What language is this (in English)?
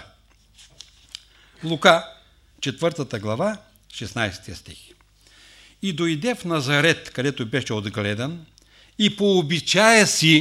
Bulgarian